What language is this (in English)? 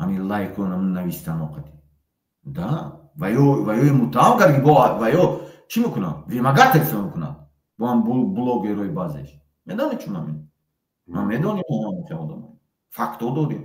Tajik